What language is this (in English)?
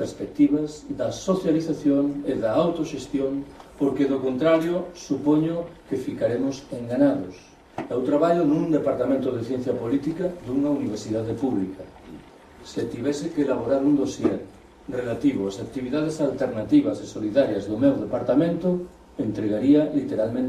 Galician